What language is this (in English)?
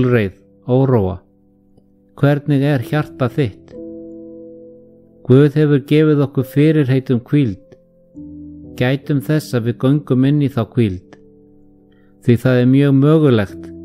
Icelandic